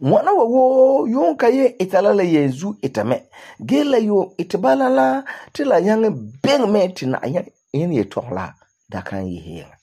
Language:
Frafra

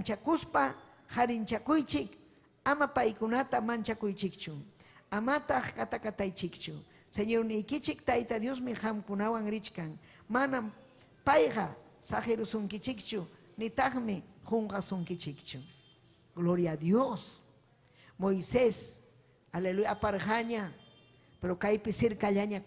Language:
Ayacucho Quechua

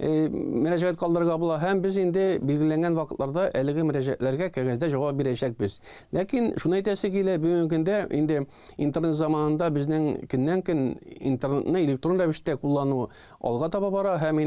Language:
Tatar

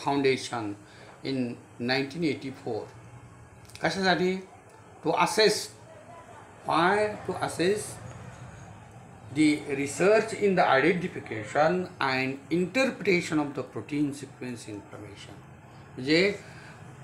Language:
Marathi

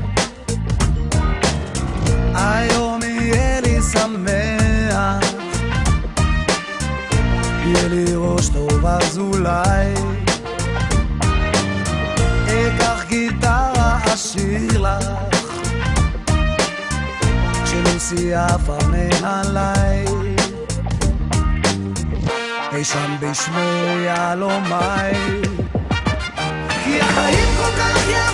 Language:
Hebrew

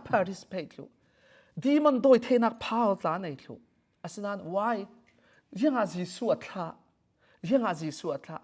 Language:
Falam Chin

